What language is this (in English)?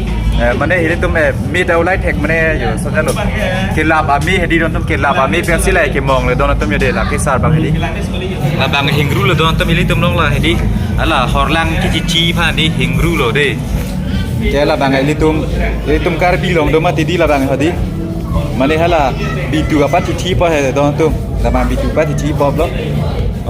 Karbi